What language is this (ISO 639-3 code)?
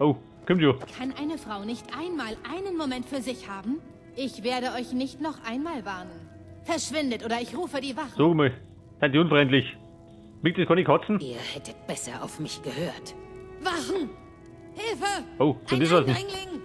bar